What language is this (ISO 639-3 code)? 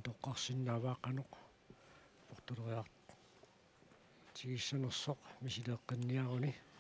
kal